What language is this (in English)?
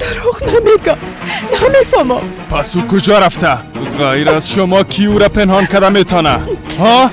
Persian